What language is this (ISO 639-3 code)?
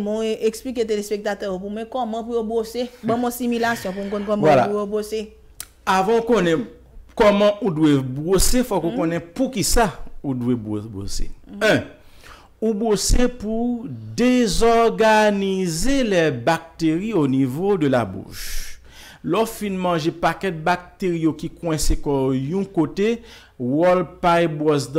hat